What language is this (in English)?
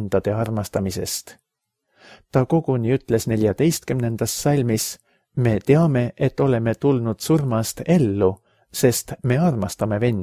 Estonian